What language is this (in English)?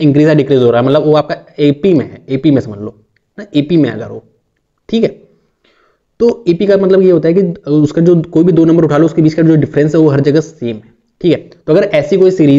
Hindi